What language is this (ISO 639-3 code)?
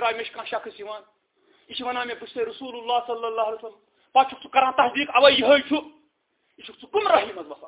kas